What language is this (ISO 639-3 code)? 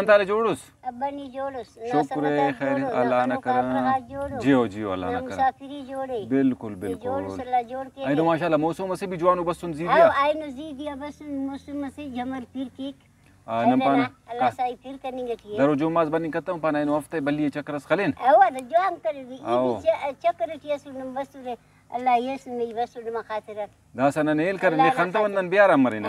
brh